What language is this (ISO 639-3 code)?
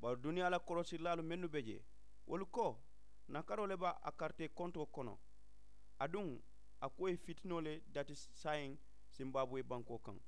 man